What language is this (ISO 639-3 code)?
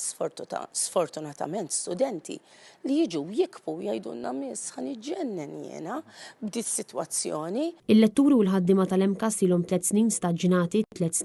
mlt